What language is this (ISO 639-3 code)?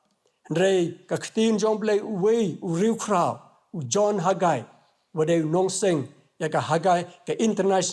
kha